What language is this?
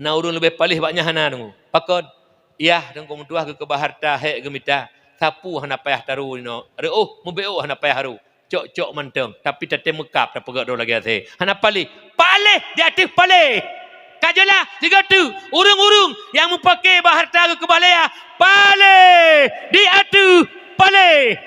Achinese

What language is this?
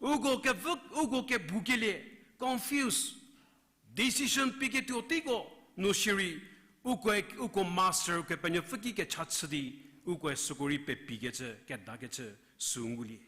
Angami Naga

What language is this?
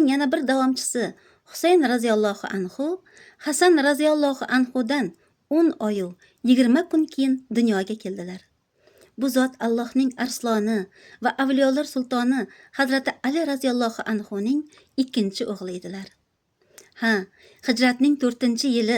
Uzbek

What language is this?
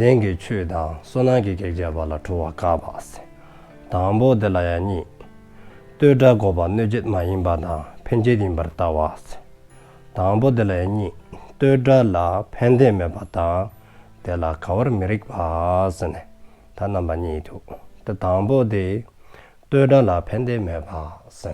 Dzongkha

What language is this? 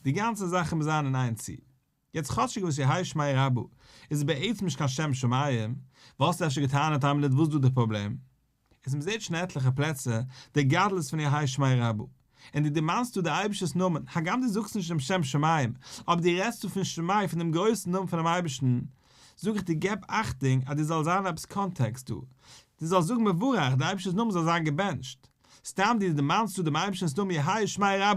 Yiddish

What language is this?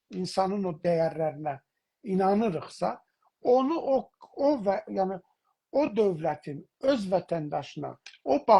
South Azerbaijani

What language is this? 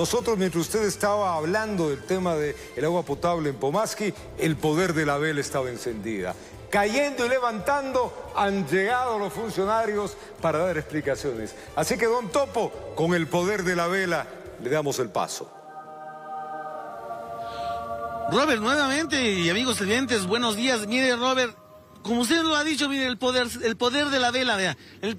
Spanish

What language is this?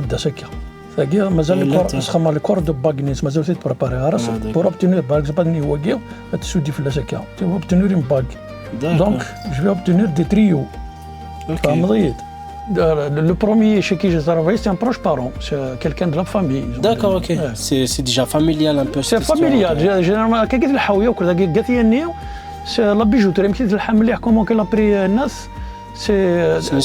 Kabyle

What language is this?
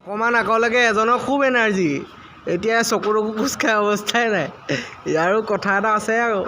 Assamese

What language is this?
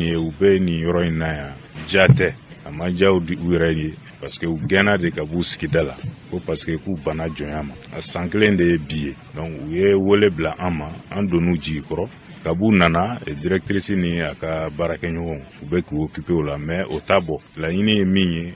Bambara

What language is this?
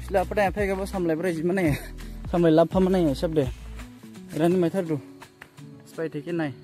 Dimasa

